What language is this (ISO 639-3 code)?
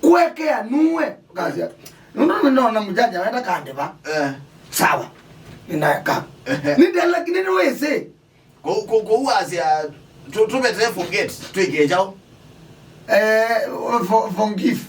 kam